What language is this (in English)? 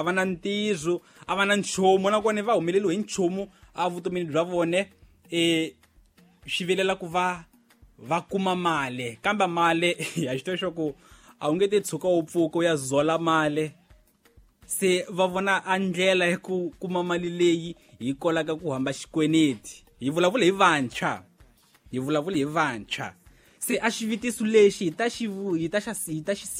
Tsonga